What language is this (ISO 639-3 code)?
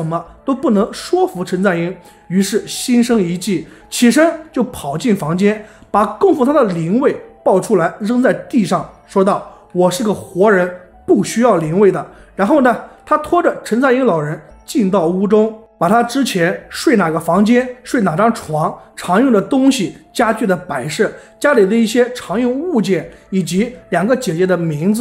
zho